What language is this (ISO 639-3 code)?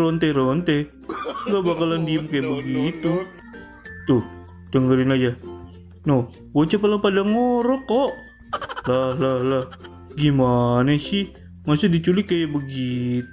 bew